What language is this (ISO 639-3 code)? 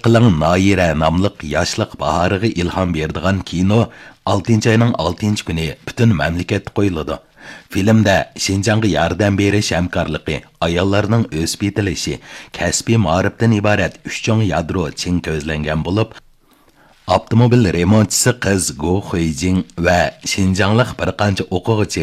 uig